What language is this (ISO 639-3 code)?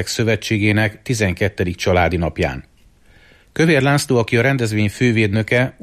hun